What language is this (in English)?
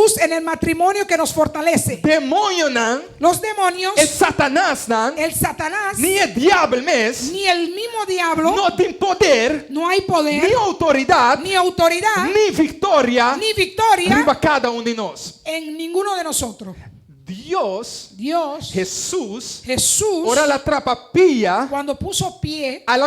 Papiamento